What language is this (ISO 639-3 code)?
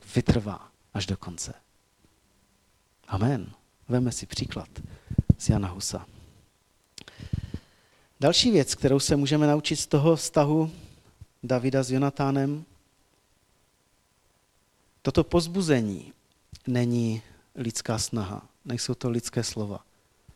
ces